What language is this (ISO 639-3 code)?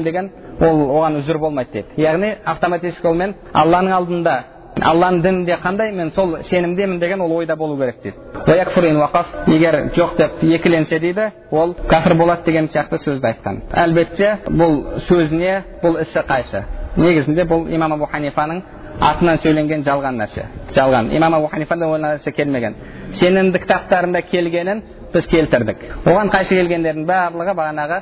kaz